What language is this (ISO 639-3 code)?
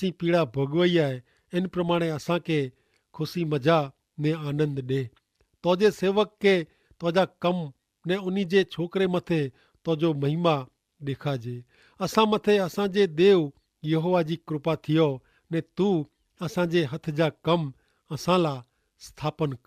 kfr